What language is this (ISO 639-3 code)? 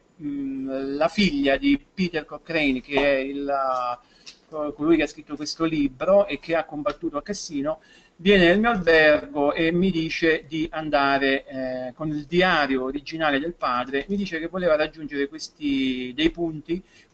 ita